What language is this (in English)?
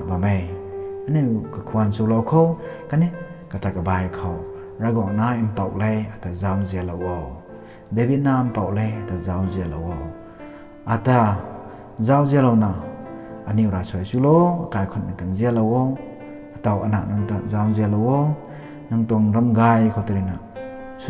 Rongmei Naga